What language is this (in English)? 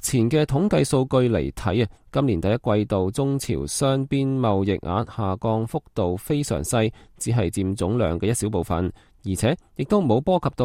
Cantonese